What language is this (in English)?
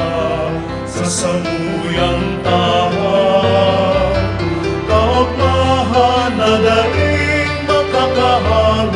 Bikol